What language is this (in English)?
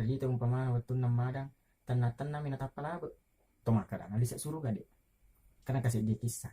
Buginese